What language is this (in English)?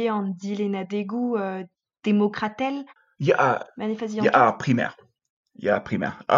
Breton